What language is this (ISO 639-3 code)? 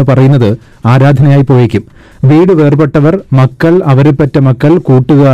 mal